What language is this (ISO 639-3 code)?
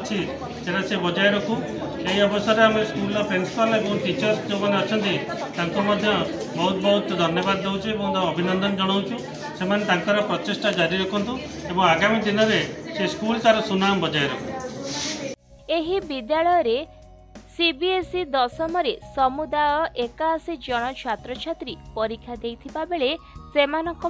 ori